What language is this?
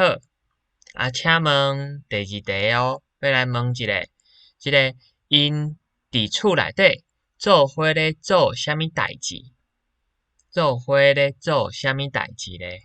Min Nan Chinese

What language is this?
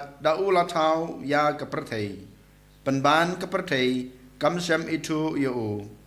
Khasi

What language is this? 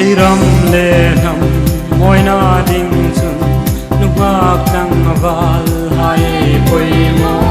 Hmar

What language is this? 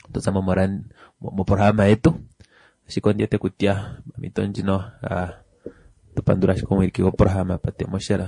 Kuanyama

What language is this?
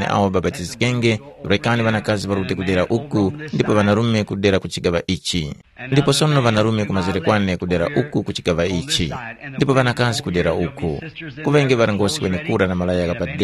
Tumbuka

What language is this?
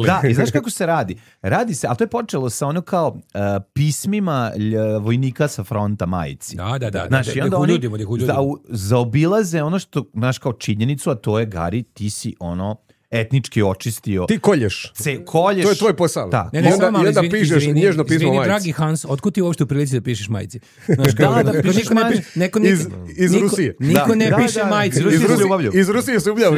Serbian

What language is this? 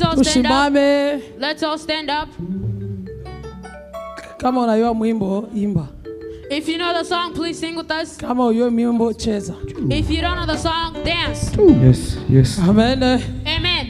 Swahili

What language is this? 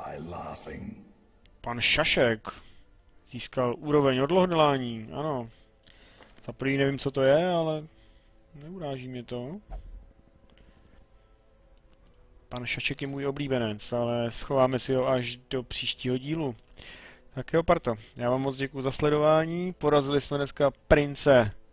Czech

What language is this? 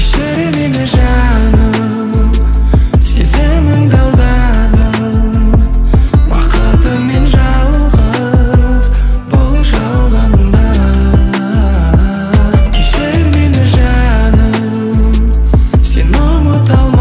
Kazakh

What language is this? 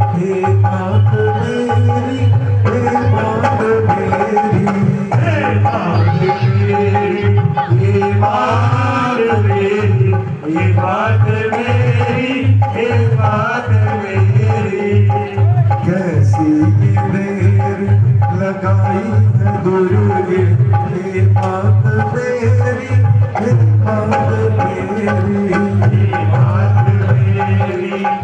Hindi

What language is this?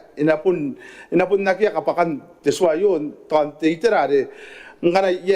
Gilbertese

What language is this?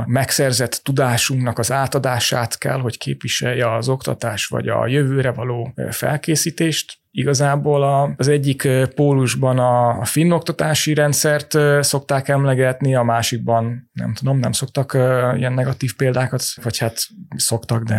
Hungarian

